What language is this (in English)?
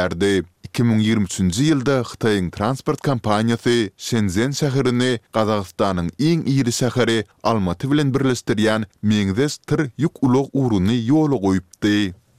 Turkmen